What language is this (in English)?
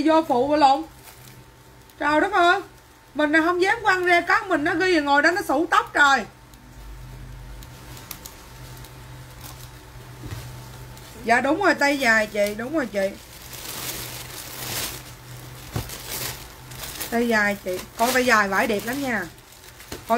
Vietnamese